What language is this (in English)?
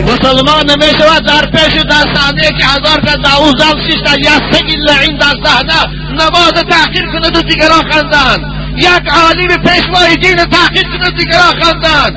Tajik